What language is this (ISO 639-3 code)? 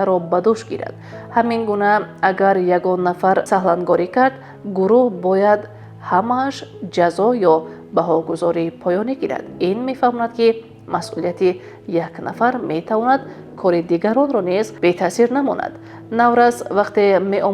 tgk